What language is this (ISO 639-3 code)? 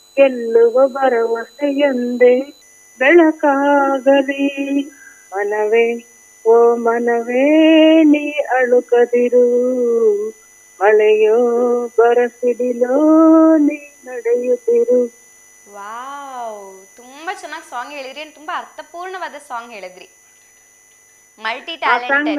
kan